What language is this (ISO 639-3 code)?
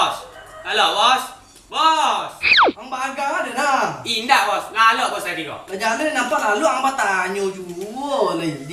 min